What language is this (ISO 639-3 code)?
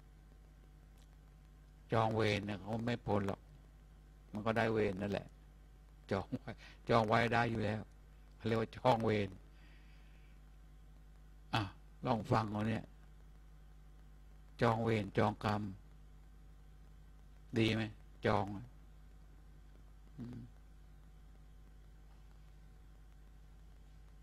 tha